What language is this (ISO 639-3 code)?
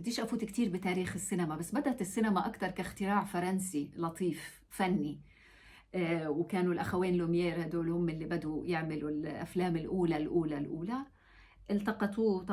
apc